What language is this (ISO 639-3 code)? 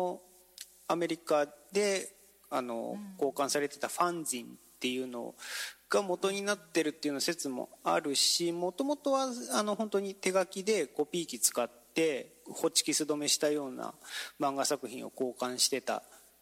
jpn